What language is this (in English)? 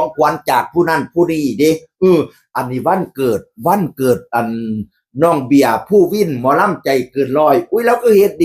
Northeastern Thai